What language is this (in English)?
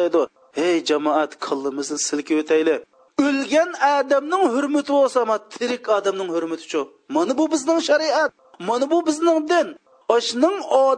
Uyghur